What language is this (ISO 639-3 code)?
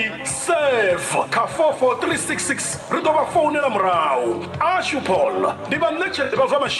ven